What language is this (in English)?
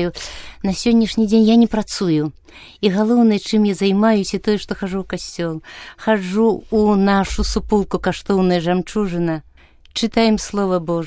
Belarusian